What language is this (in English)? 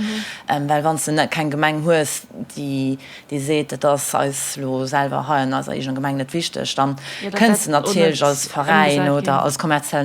Luxembourgish